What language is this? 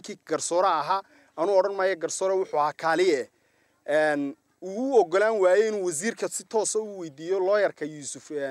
Somali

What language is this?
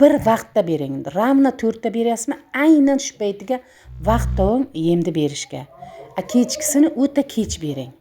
Uzbek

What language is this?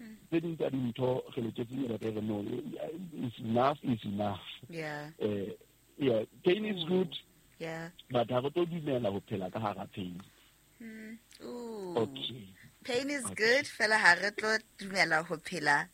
Southern Sotho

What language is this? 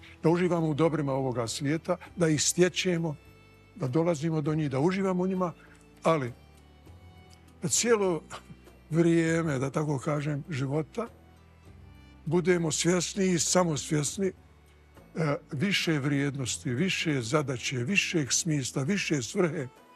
Bosnian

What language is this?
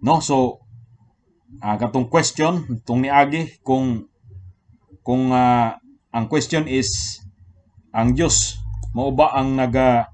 Cebuano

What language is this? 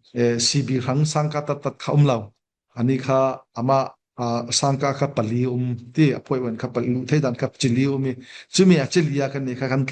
Falam Chin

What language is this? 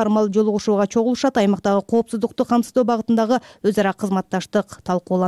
Kyrgyz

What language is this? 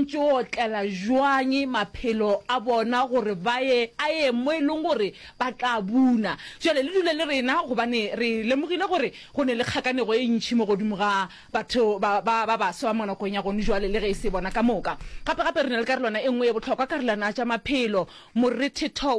Northern Sotho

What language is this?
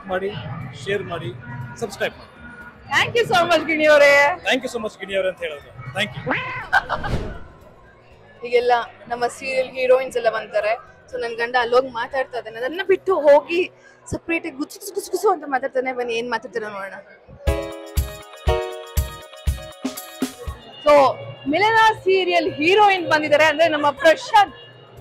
Kannada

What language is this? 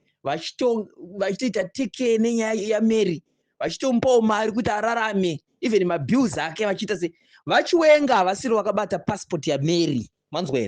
Shona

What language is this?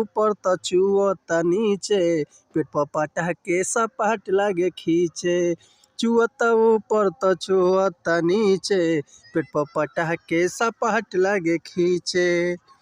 Bhojpuri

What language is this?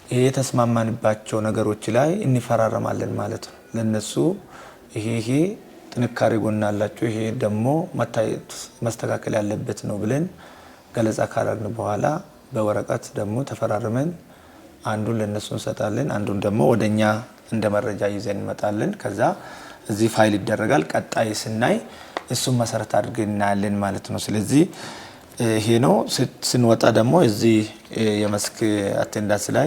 Amharic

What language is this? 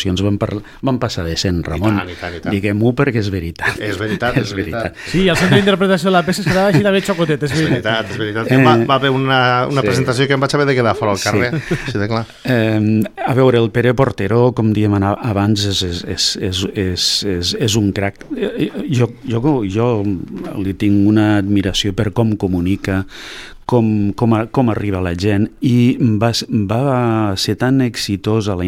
Catalan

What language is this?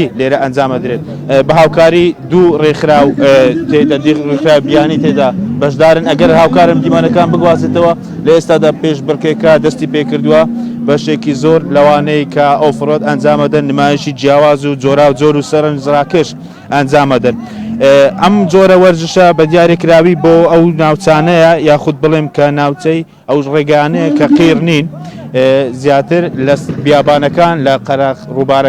Central Kurdish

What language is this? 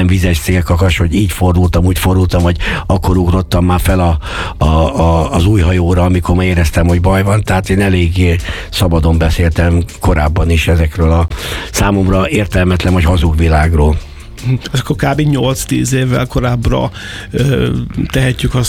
Hungarian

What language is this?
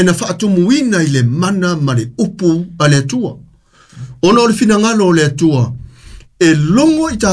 Samoan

